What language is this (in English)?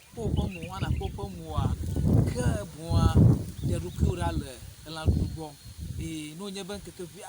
Ewe